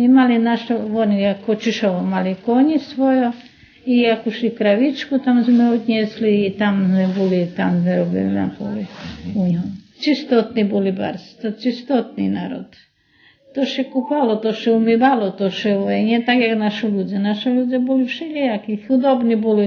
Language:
Rusyn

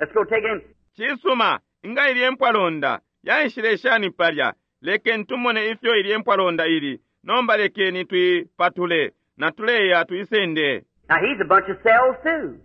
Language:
Bemba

